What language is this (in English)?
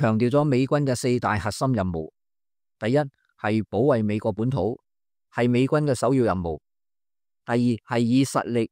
Cantonese